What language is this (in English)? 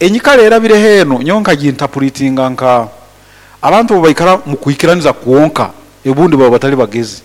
Nyankole